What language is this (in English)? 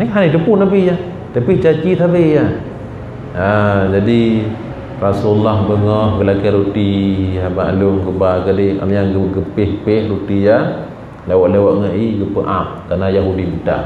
Achinese